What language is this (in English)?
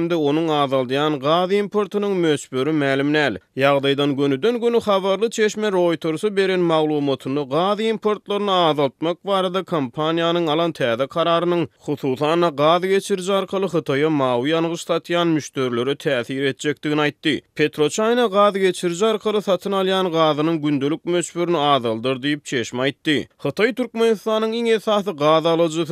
Turkmen